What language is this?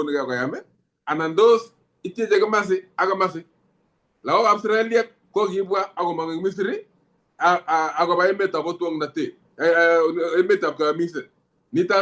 Kalenjin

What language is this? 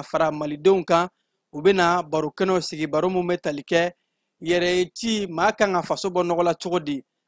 Bambara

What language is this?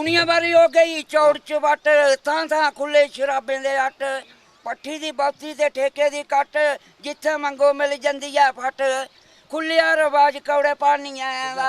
Dogri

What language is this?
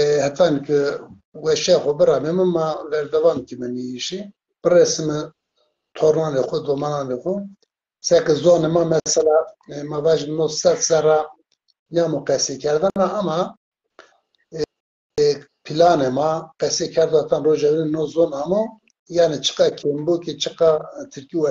Zaza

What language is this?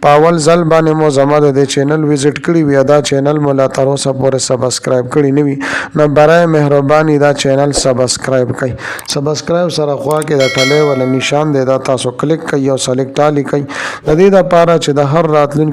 Pashto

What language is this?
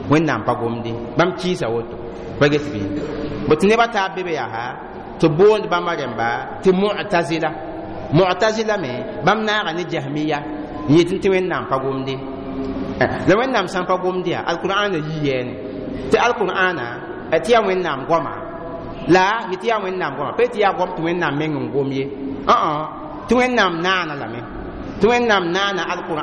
Mossi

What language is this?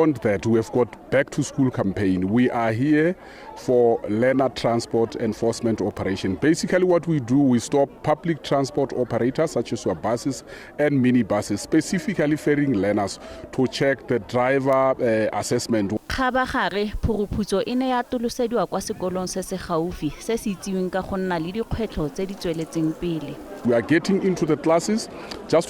Tswana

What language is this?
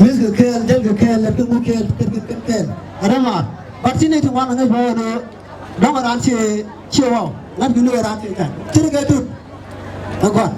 Nuer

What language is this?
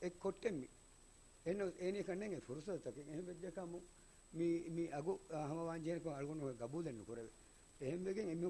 Divehi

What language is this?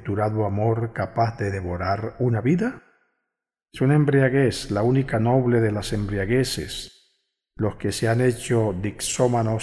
Spanish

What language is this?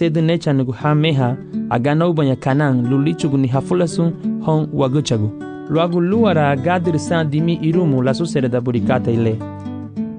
Garifuna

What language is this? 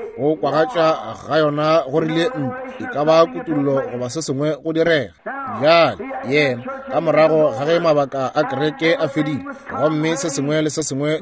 Northern Sotho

